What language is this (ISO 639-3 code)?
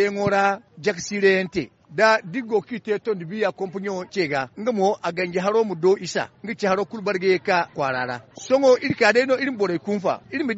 dje